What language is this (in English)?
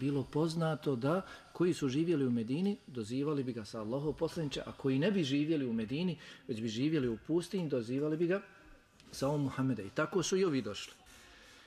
Bosnian